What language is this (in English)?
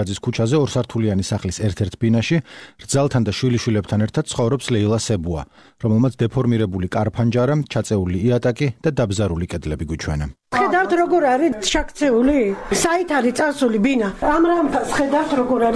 Georgian